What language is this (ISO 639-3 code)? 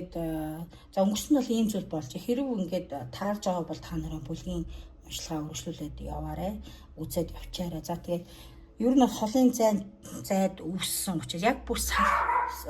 mon